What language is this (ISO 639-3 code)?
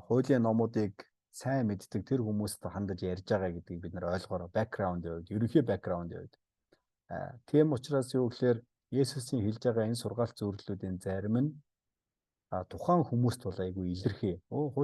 mon